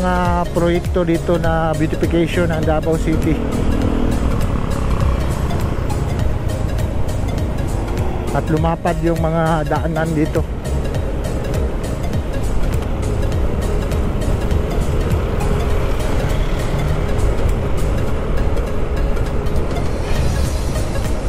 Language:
Filipino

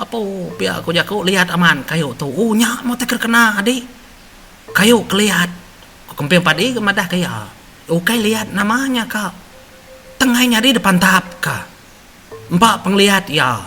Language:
Iban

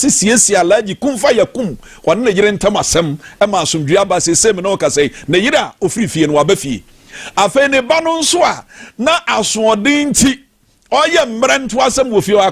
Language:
Akan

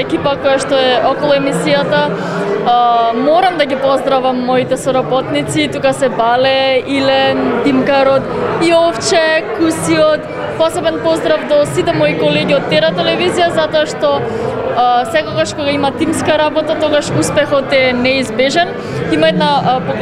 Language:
Macedonian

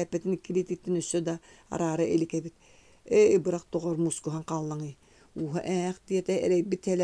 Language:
Yakut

